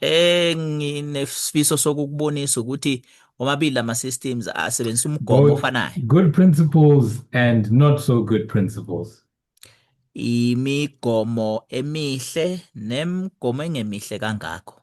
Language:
Zulu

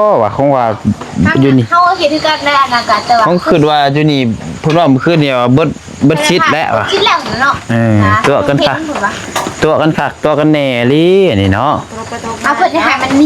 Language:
Northeastern Thai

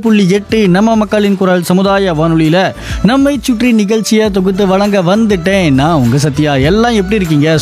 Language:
Tamil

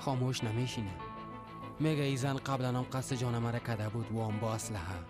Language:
Persian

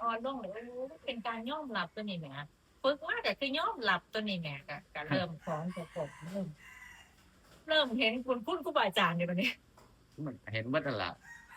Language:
Northeastern Thai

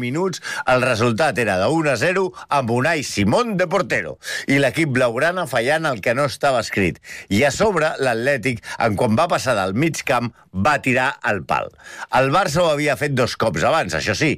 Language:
Catalan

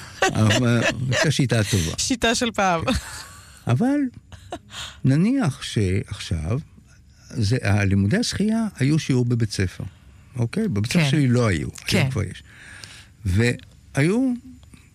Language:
Hebrew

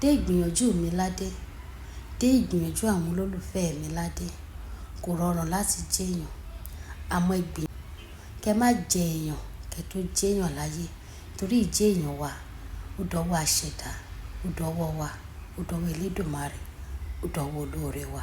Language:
Yoruba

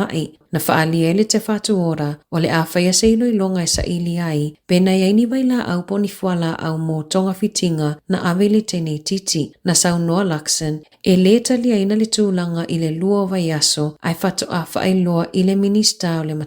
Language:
Samoan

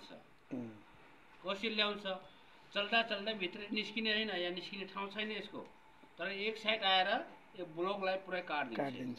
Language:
Nepali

